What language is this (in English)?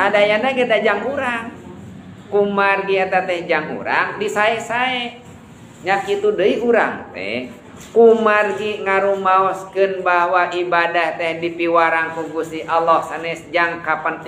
Sundanese